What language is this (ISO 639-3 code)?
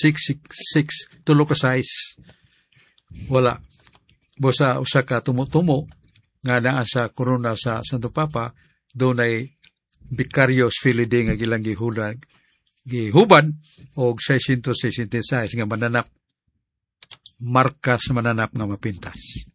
ceb